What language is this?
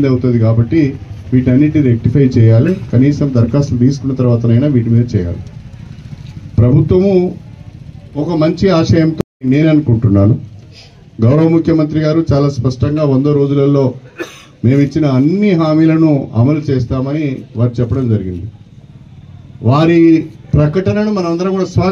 Telugu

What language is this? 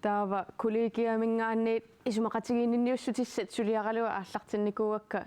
Kalaallisut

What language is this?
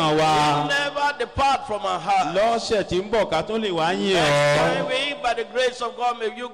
Yoruba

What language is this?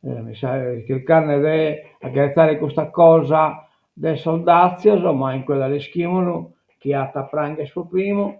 Sardinian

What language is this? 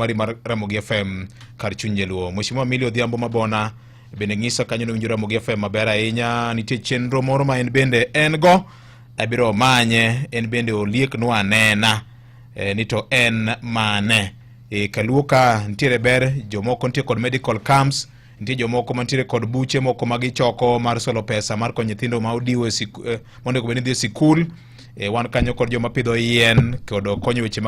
Luo (Kenya and Tanzania)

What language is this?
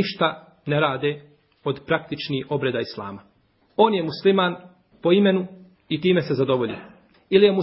Bosnian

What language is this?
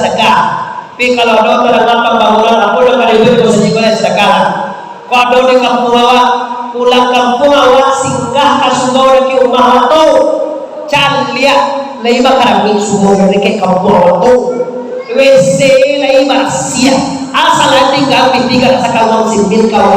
Minangkabau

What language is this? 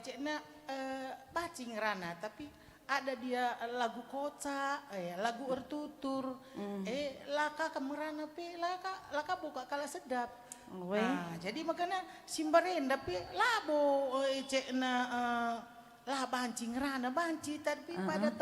Batak Karo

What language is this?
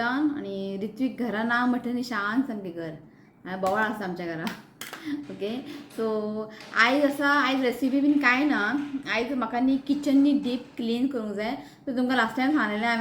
Konkani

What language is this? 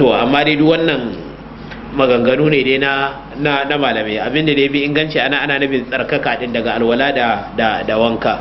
Hausa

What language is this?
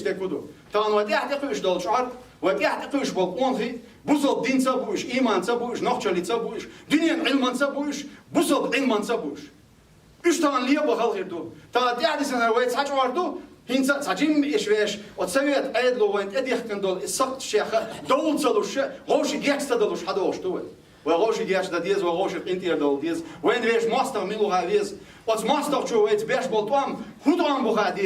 Chechen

